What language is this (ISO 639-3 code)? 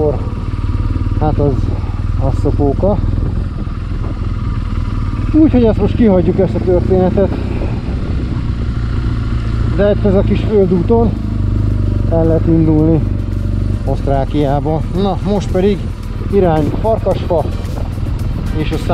hun